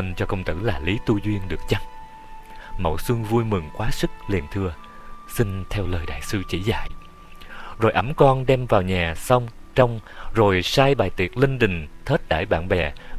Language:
Vietnamese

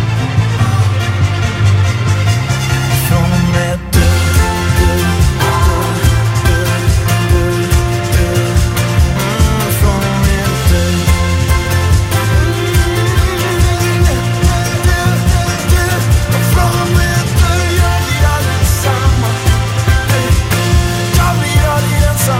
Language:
Swedish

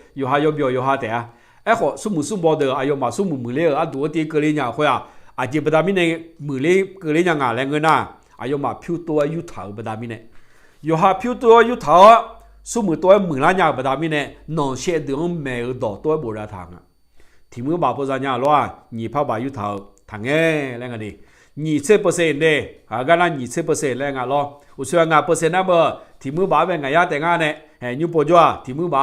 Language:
Akha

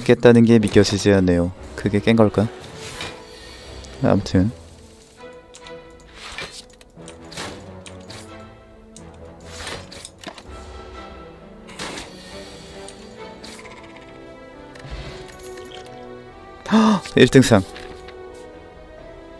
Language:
Korean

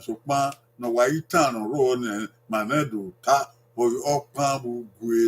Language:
Bini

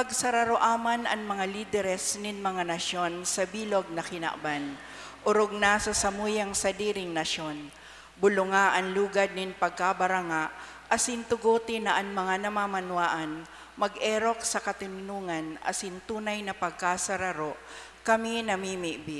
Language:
Bikol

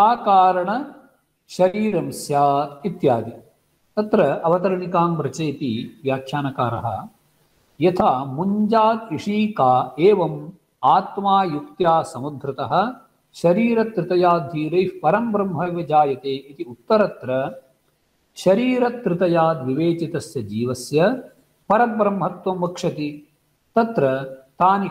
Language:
Sanskrit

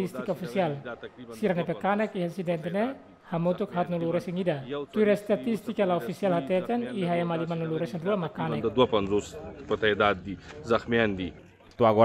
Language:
Tetum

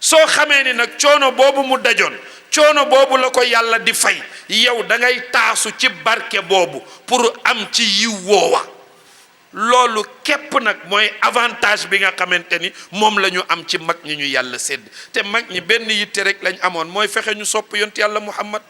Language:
Wolof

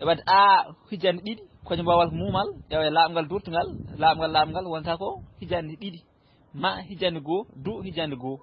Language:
Fula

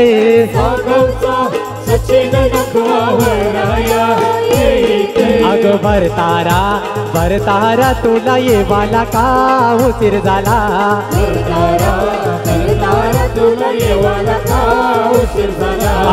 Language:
Marathi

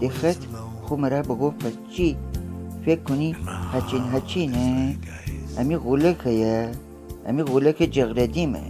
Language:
Gilaki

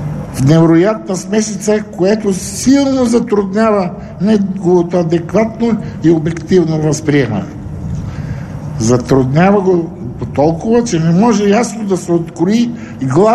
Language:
Bulgarian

